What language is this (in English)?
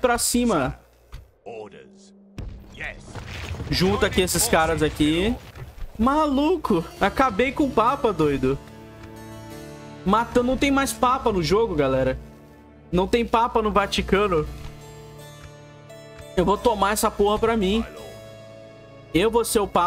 Portuguese